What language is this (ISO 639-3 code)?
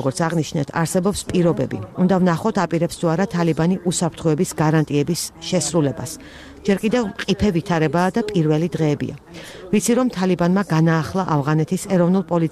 kat